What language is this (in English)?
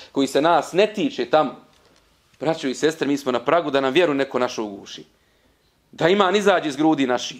Bosnian